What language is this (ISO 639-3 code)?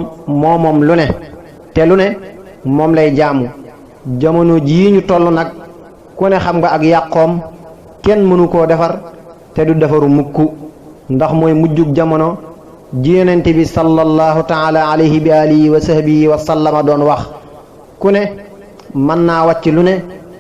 wol